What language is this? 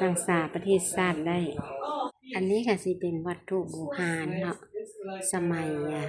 Lao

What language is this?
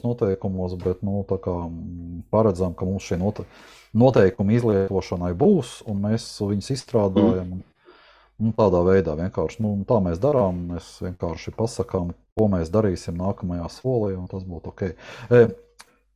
Latvian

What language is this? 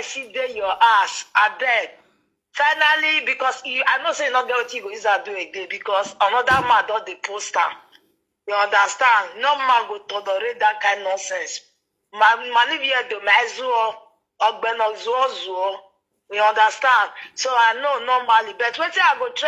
Nigerian Pidgin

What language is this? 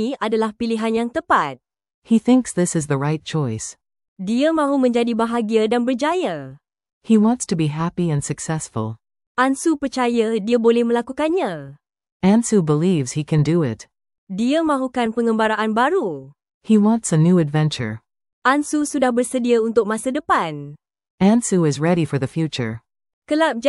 Malay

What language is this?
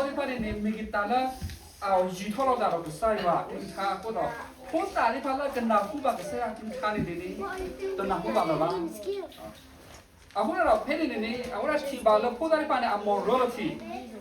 S'gaw Karen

